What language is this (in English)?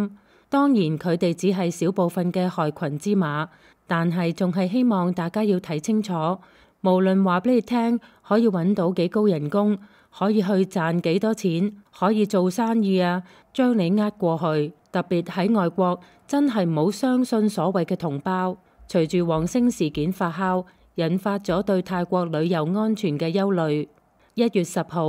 Cantonese